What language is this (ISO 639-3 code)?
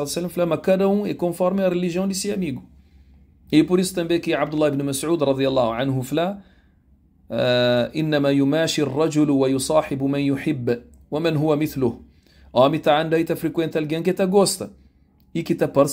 kea